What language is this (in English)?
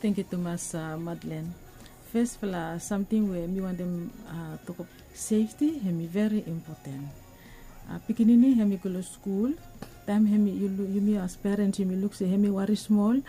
Bislama